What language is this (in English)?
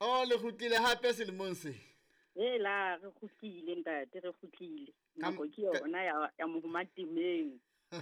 Southern Sotho